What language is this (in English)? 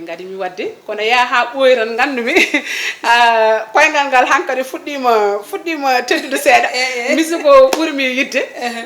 Fula